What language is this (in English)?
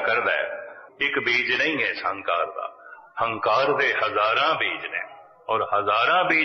Punjabi